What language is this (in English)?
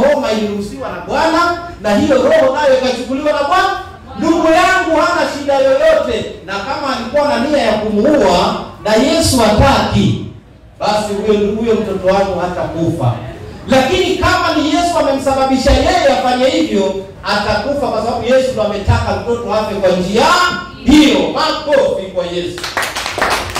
Swahili